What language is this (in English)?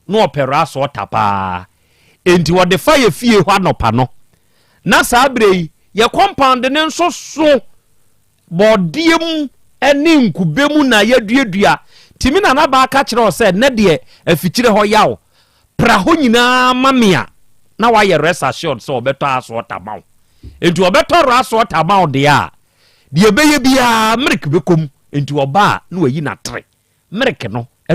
Akan